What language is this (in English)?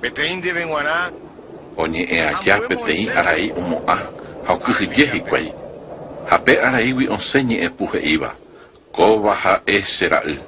Guarani